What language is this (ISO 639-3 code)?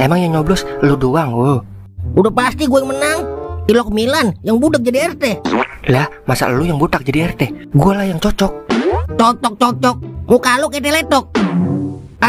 bew